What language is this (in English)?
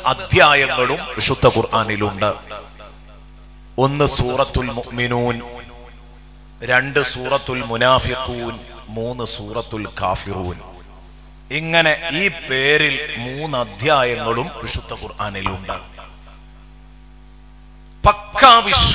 Malayalam